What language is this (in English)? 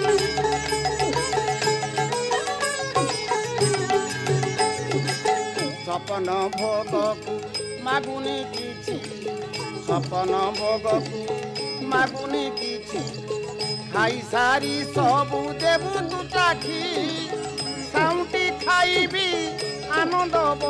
Odia